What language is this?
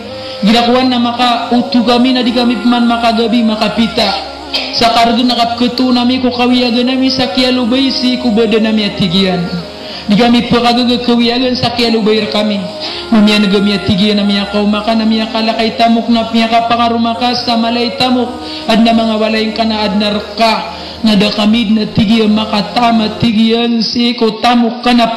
Maranao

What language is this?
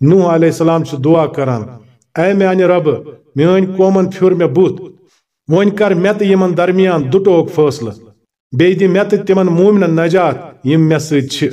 Kashmiri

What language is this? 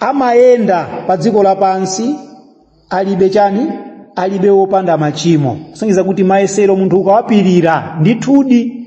Nyanja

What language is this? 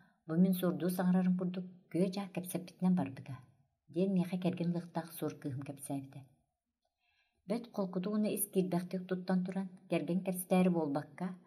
Yakut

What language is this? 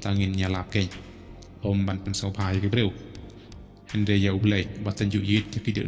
Khasi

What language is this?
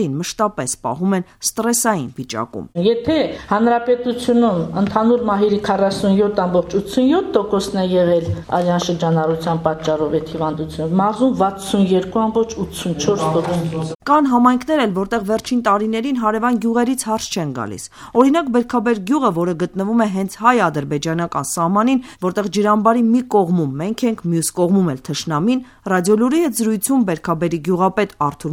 Armenian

